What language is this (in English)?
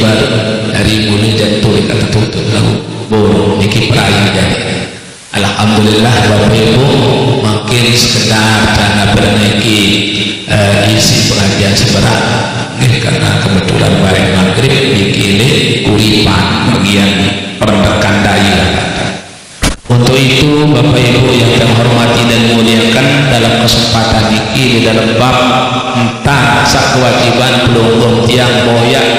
Sasak